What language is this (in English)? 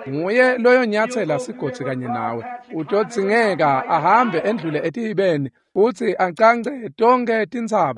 Swati